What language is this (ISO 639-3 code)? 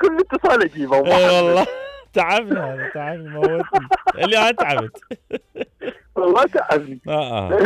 acm